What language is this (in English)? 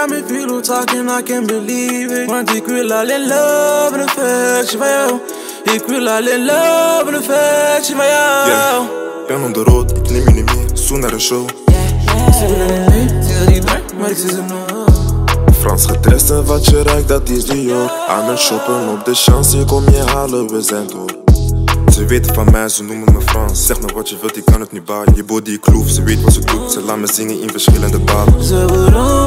Dutch